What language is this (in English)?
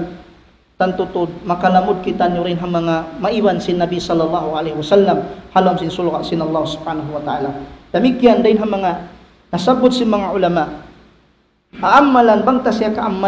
Tausug